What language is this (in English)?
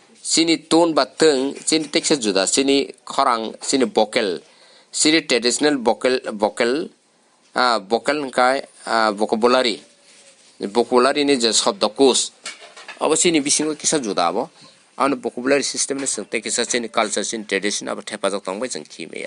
Kok Borok